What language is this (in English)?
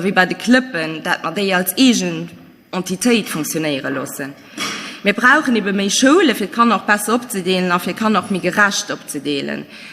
Luxembourgish